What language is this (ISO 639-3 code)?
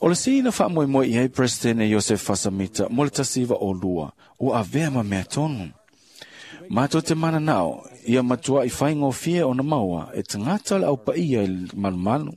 smo